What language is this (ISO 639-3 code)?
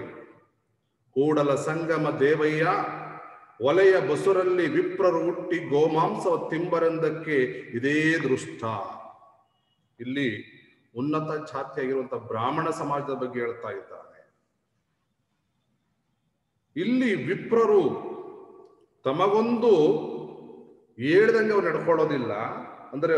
kan